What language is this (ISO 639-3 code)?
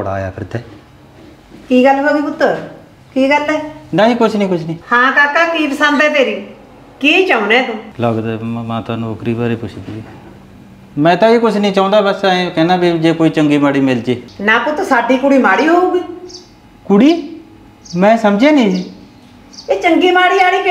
pan